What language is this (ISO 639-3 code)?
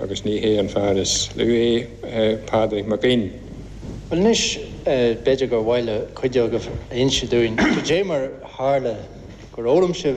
gle